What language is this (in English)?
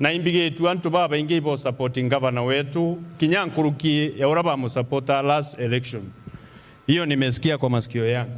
Meru